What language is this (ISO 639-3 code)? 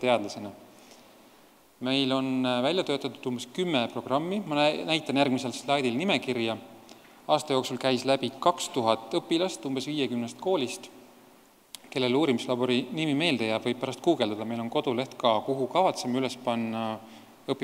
est